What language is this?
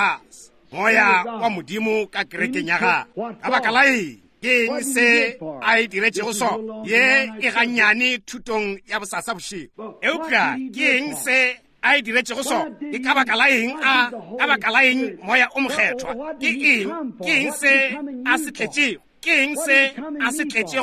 Northern Sotho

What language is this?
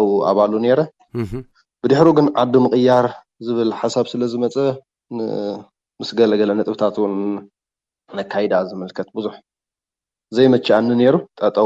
Tigrinya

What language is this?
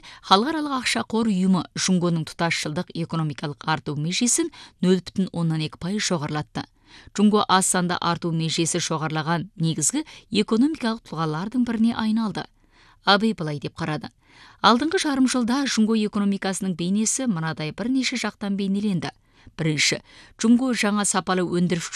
Kazakh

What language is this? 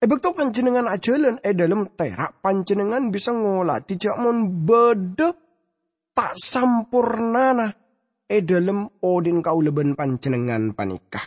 Madurese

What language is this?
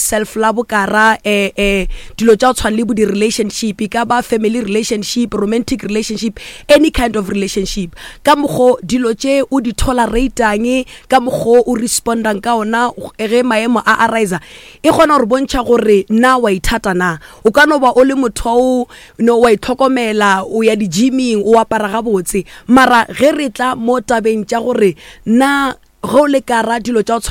Northern Sotho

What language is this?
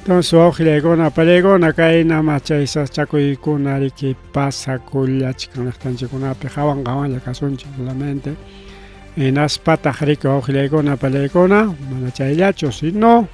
Ayacucho Quechua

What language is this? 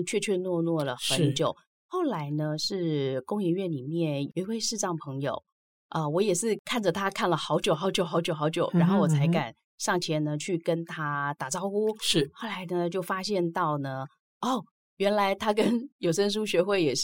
Chinese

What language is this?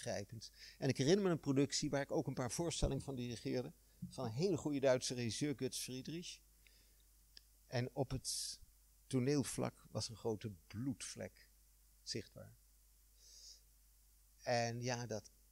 Dutch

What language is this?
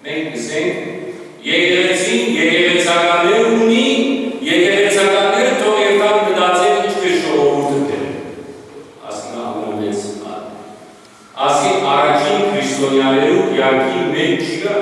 Western Armenian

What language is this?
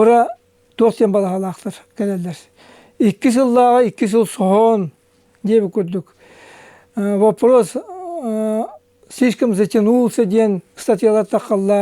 Yakut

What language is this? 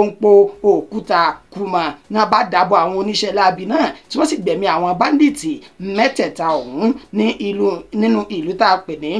Yoruba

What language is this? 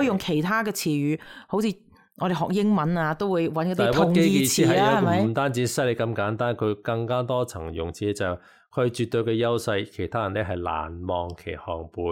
Cantonese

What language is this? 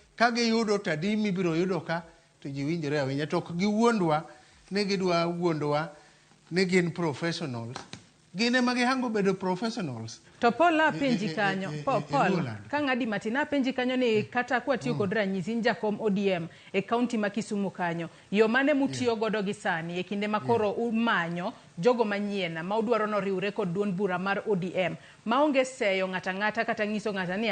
Luo (Kenya and Tanzania)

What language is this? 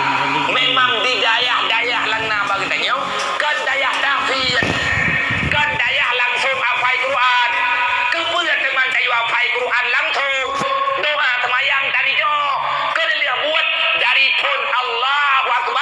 Achinese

